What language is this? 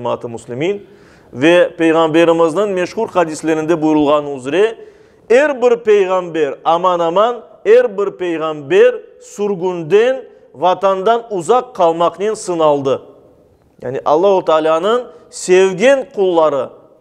Crimean Tatar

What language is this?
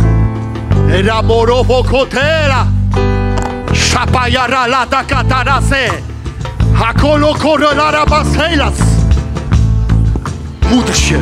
Polish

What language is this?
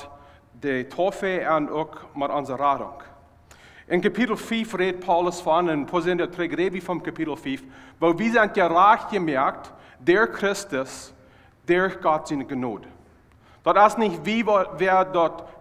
Plautdietsch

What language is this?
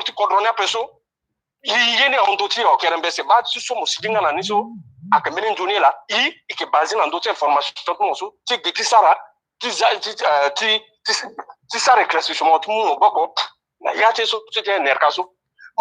Sango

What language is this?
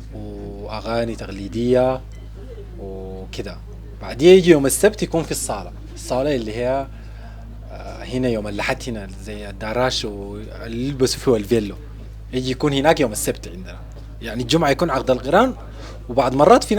Sudanese Arabic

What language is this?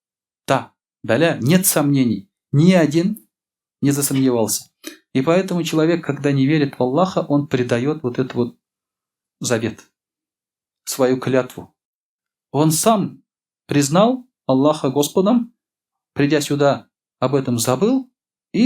Tatar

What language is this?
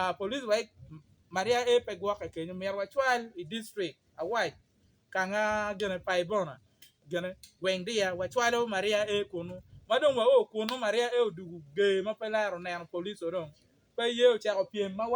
Acoli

